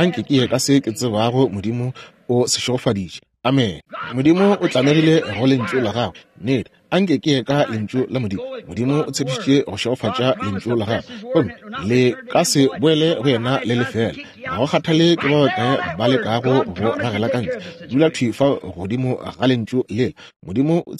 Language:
Northern Sotho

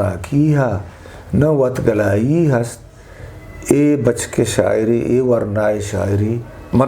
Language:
Eastern Balochi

